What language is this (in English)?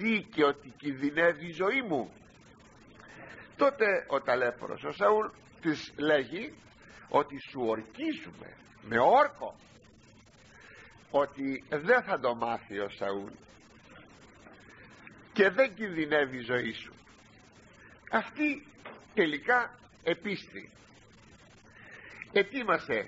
Greek